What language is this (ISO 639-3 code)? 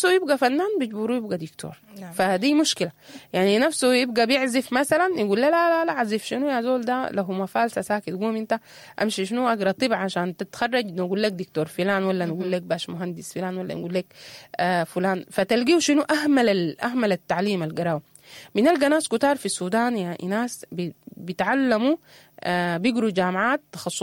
apd